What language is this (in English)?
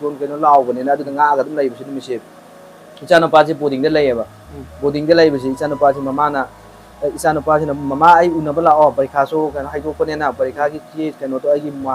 Manipuri